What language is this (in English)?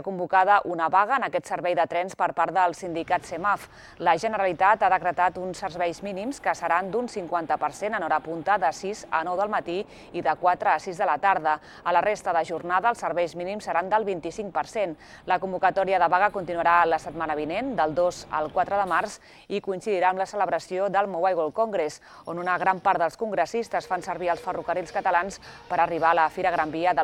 Catalan